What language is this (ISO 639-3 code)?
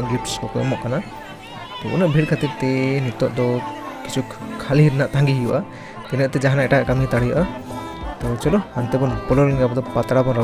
sat